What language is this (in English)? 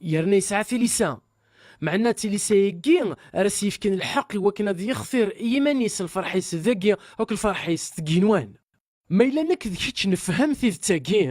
Kabyle